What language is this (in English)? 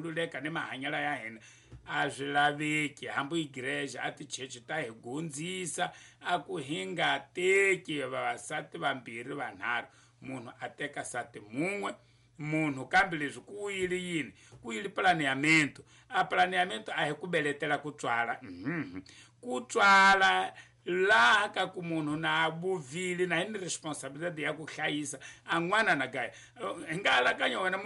Tsonga